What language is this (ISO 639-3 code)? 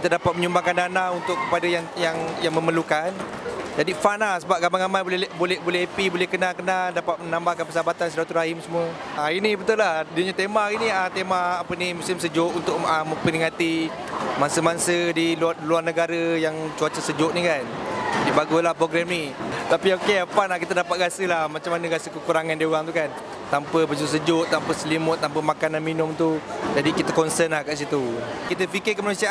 msa